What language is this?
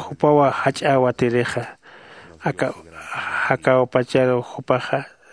Aymara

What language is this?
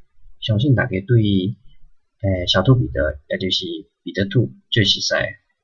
Min Nan Chinese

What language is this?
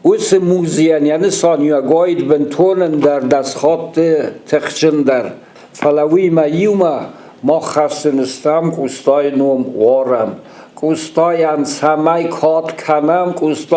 Ossetic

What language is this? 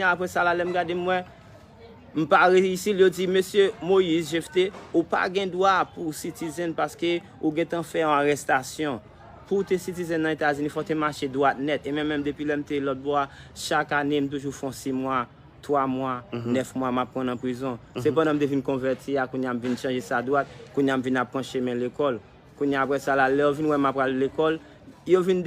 Haitian Creole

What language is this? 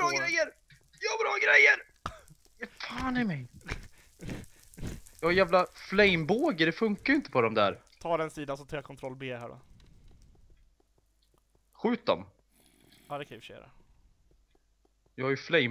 Swedish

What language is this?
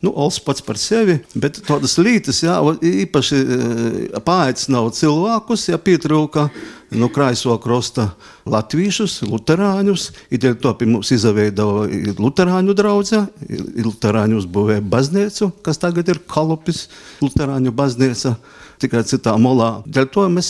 Latvian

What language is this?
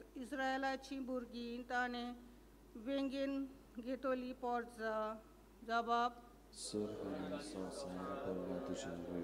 Konkani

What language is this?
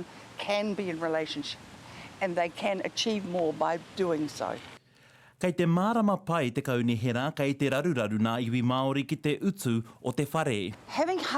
Māori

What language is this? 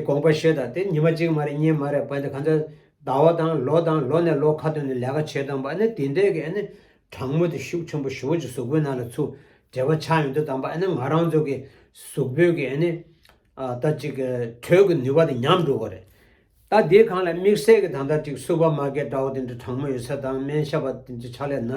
Tibetan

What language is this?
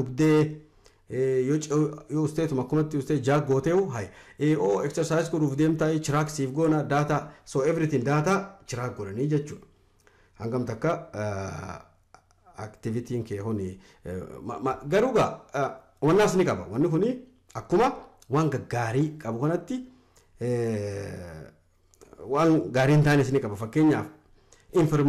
Oromo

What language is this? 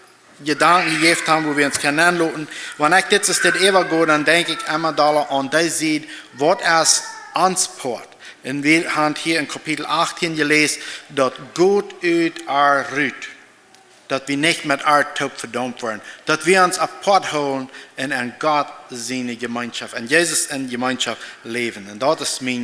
Plautdietsch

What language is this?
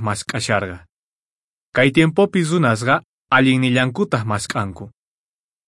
Quechua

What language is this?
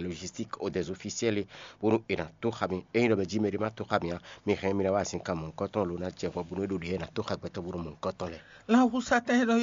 Fon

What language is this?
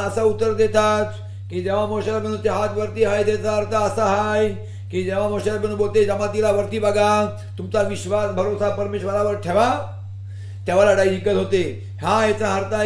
Marathi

